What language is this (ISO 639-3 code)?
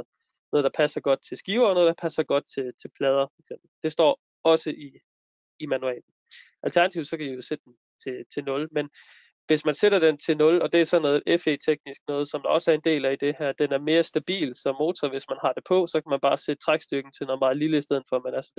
dan